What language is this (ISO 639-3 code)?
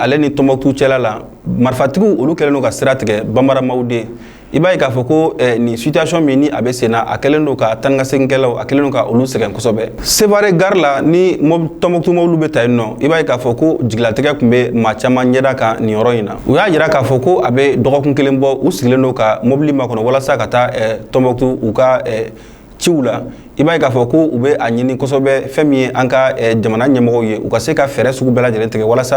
bam